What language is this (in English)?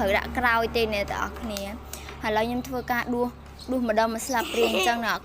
Khmer